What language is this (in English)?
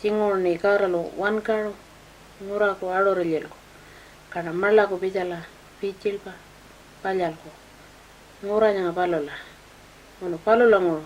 Pitjantjatjara